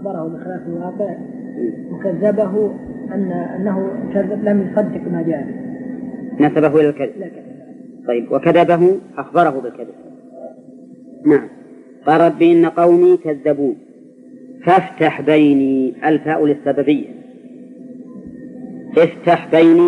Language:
Arabic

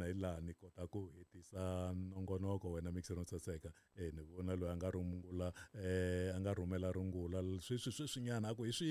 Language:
Tsonga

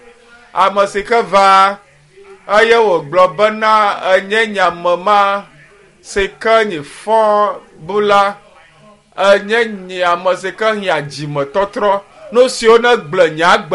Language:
Ewe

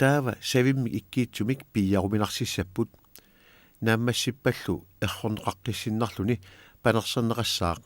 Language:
Kalaallisut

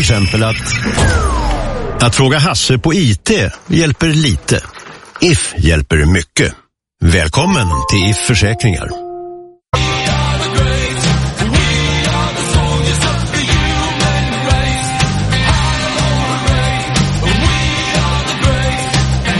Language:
Swedish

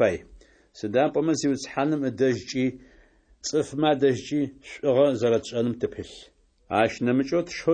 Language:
Adyghe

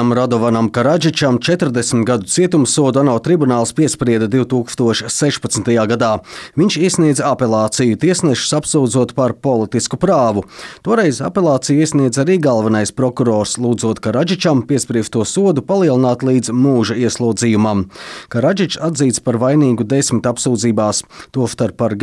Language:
Latvian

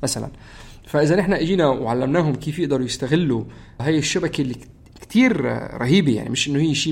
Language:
North Levantine Arabic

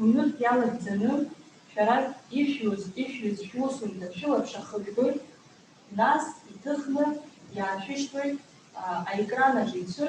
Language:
Abkhazian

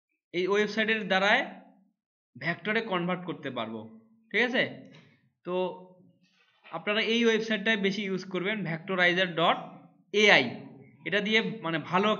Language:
Bangla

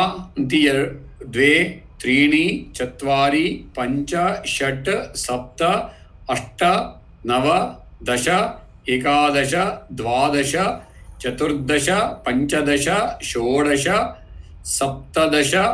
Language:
Sanskrit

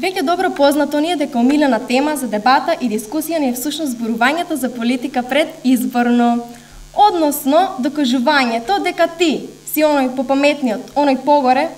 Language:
Macedonian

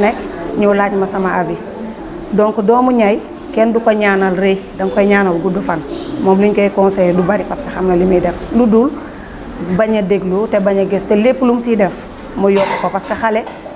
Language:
Wolof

